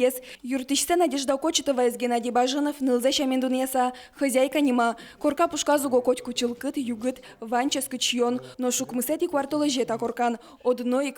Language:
Udmurt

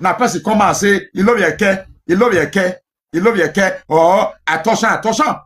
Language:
Nigerian Pidgin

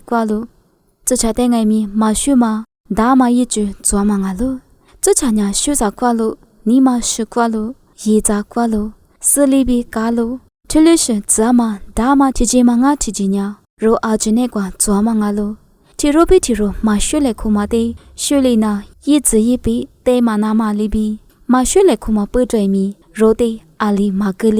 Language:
Lisu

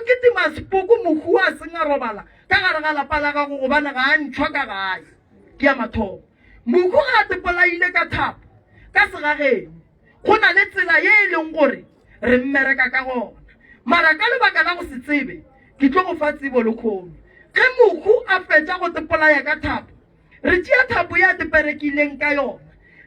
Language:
Northern Sotho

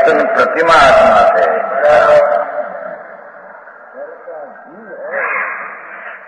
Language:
Gujarati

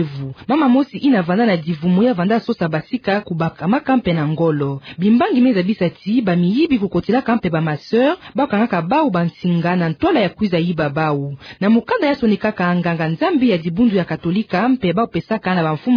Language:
Kituba (Democratic Republic of Congo)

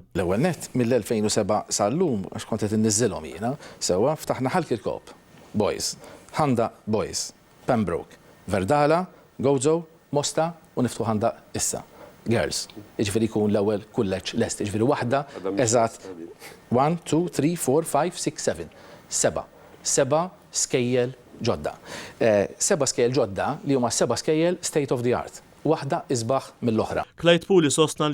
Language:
Maltese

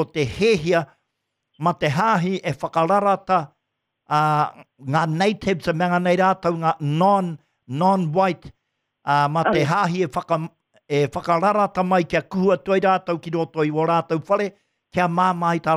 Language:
Māori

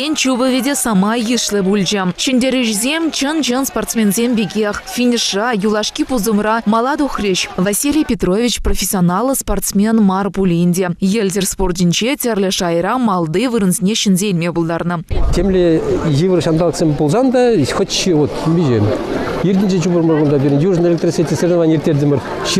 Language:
Chuvash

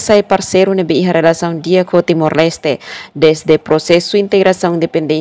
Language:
Tetum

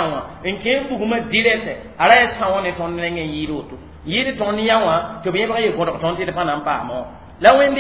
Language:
Mossi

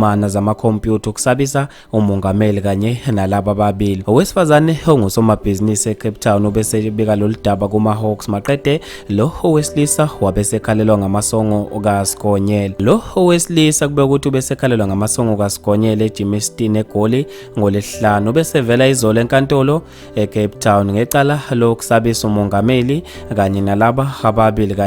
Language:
Zulu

